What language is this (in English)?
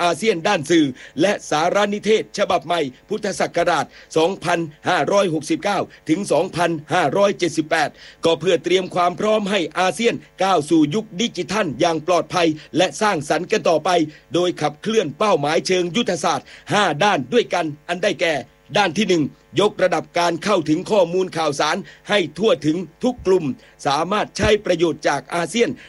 Thai